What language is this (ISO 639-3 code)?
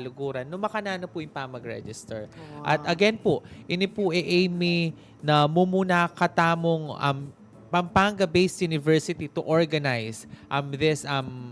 pam